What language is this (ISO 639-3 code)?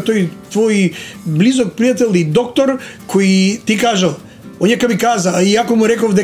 mkd